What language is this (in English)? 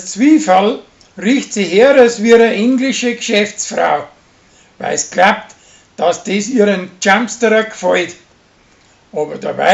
Bavarian